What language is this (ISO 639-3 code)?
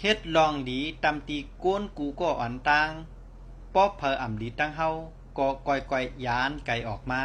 shn